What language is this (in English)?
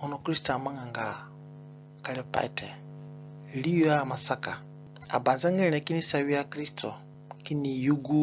Zande (individual language)